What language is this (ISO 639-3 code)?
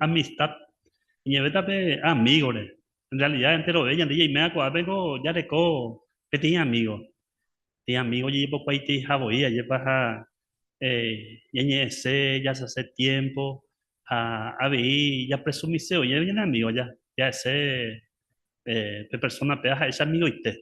grn